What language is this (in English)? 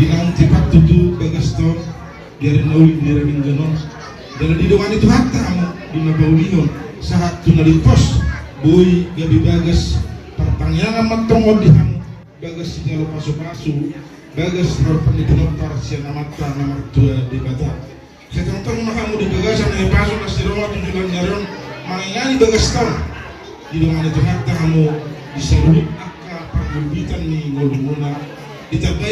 Batak Toba